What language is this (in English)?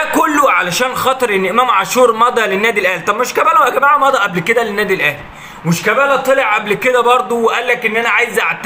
Egyptian Arabic